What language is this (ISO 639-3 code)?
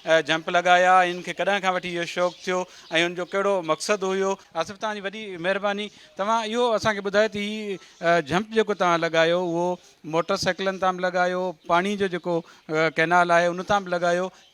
snd